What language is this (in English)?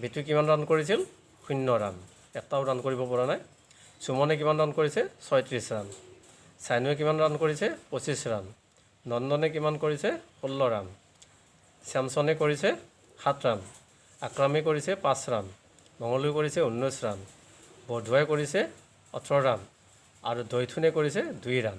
Assamese